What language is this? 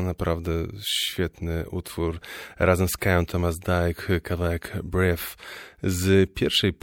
Polish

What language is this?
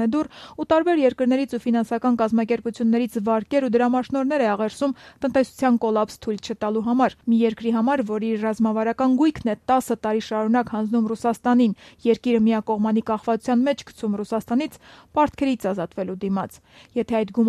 Armenian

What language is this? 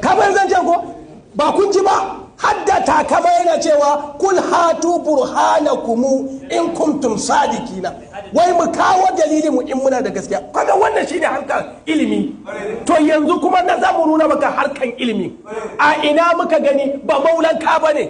Hausa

